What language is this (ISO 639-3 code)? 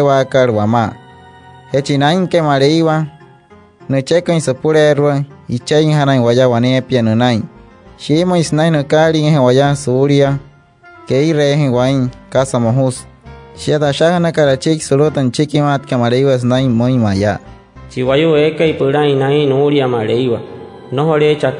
guc